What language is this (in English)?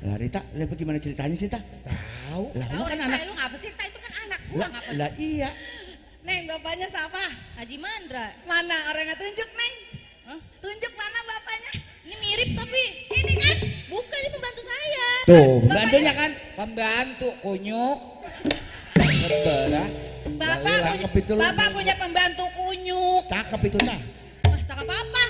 Betawi